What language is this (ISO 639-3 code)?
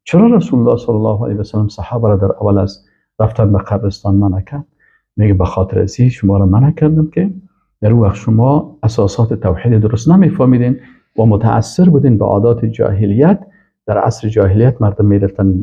fas